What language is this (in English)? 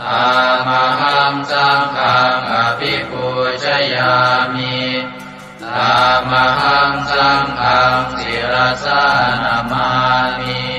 Pali